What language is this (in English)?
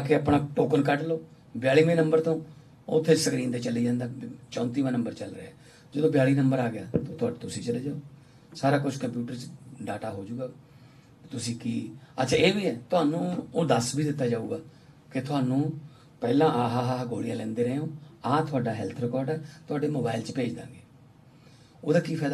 Punjabi